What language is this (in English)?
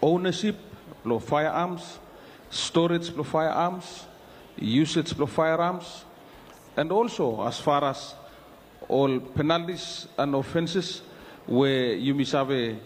Bislama